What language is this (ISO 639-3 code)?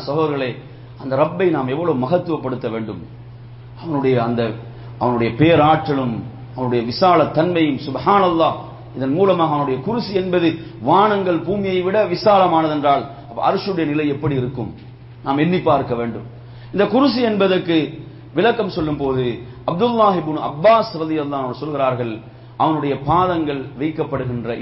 tam